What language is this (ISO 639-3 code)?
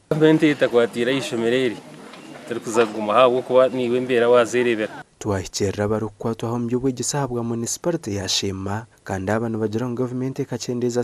nyn